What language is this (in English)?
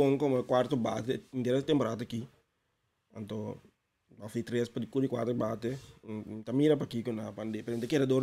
Papiamento